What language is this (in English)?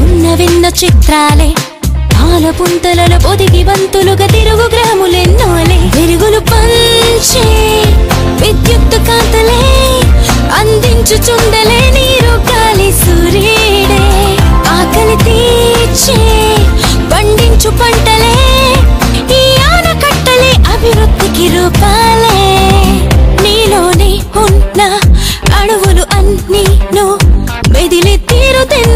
Telugu